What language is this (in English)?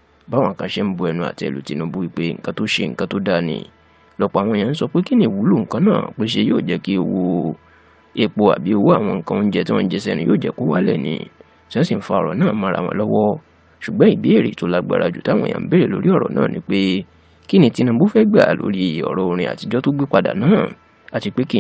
Yoruba